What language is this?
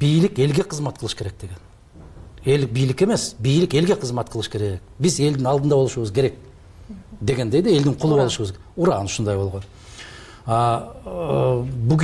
Kyrgyz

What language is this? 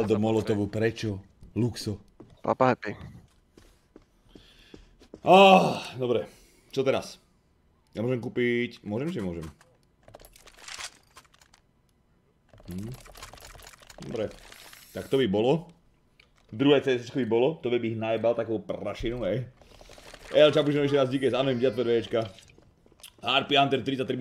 Slovak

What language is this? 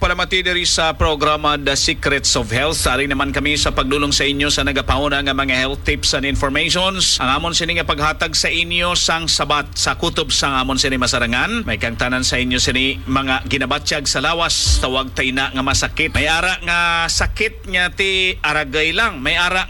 Hiligaynon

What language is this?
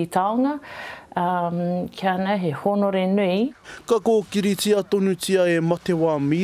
Māori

